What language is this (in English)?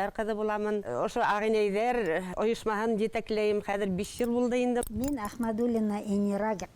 Bashkir